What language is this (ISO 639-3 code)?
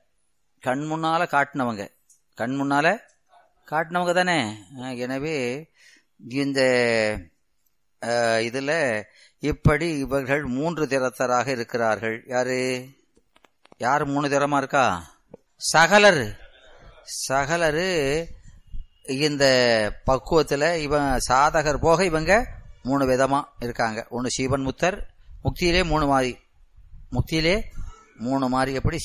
tam